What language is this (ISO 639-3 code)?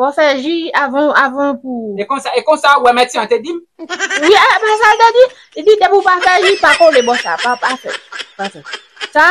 hat